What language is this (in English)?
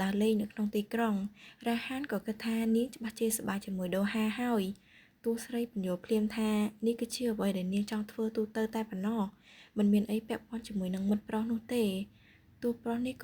Khmer